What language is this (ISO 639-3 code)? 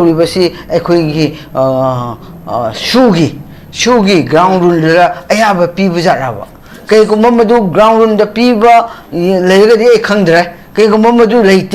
mni